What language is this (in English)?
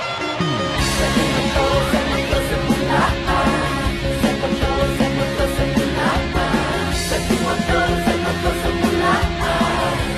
Malay